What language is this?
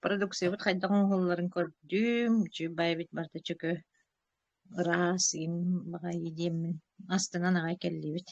Yakut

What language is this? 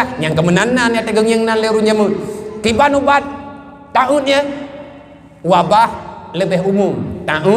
Achinese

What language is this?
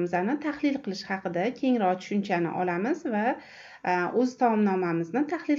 Uzbek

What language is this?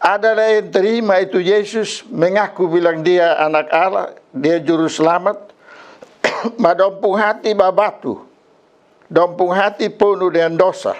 Kupang Malay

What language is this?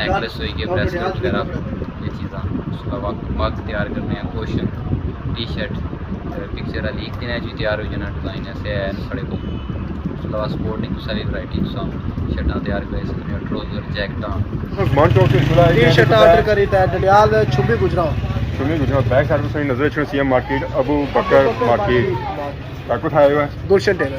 Pahari-Potwari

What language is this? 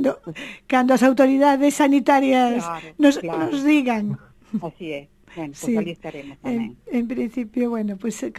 Galician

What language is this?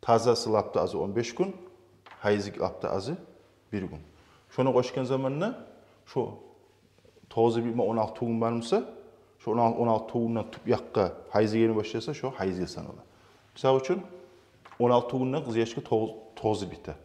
Kumyk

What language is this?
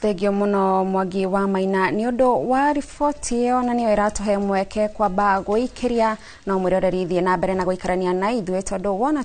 Kikuyu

